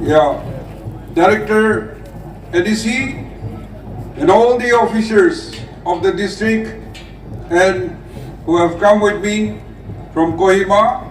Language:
Naga Pidgin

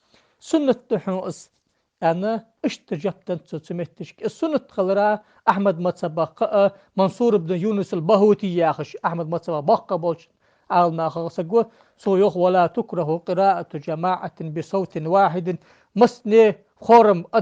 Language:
Ingush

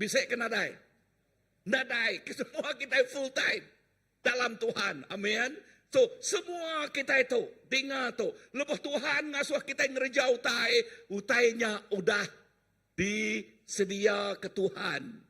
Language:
Iban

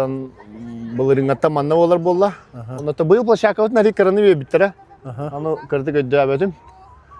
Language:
Yakut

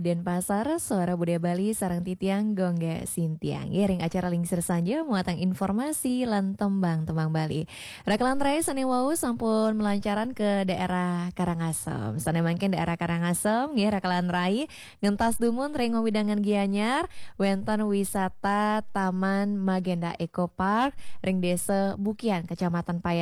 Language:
Balinese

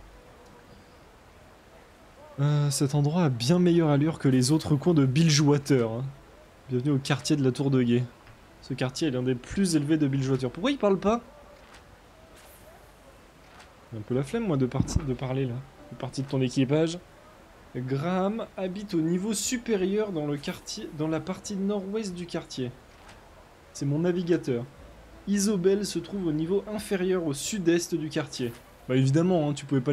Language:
French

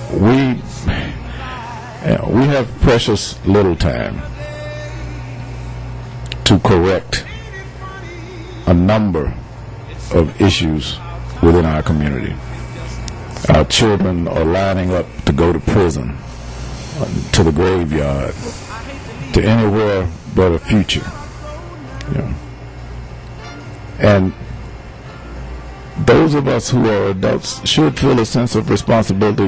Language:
English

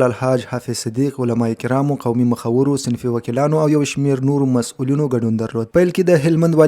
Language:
Pashto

